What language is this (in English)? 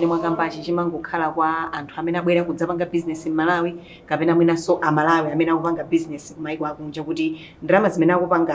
Nyanja